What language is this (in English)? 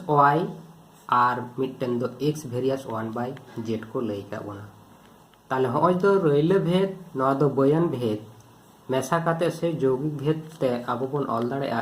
Santali